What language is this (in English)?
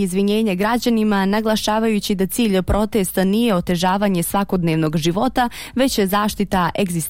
Bosnian